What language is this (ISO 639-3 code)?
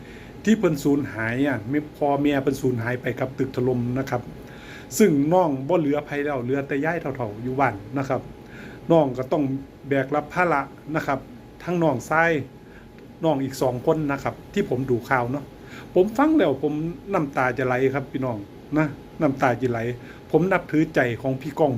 tts